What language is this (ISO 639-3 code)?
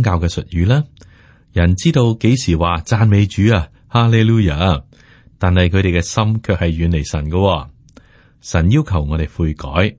yue